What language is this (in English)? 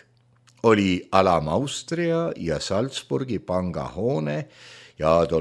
Estonian